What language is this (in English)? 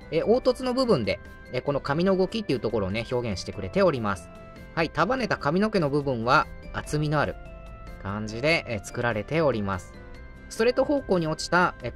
Japanese